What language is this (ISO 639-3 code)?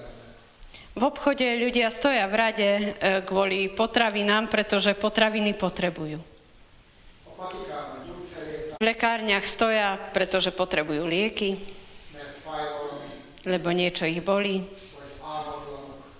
slk